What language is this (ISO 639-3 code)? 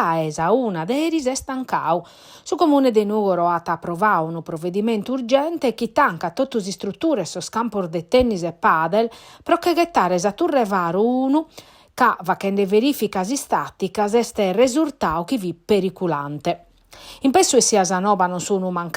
srd